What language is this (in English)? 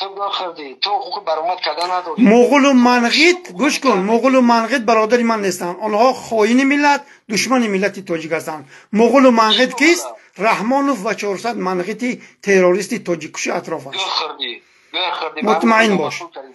Tajik